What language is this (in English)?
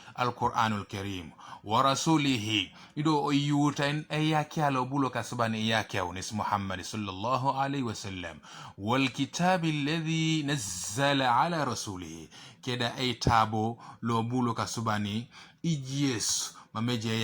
Teso